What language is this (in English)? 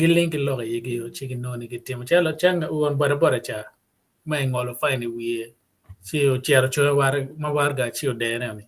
Acoli